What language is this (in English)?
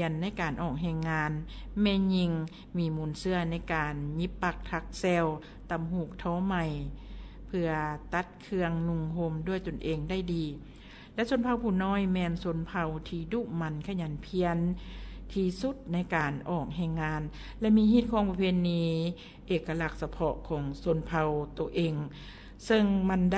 Lao